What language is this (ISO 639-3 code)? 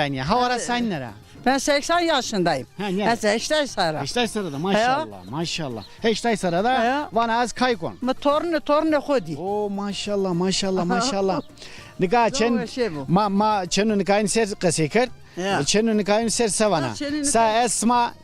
zza